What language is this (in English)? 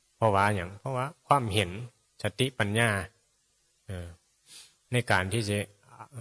Northeastern Thai